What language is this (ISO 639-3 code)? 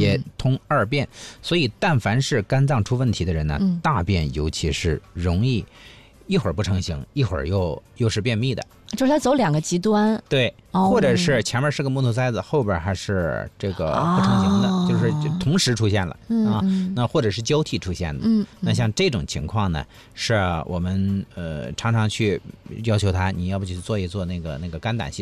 zho